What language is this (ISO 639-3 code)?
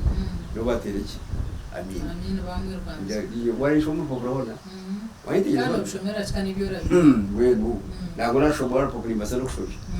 nyn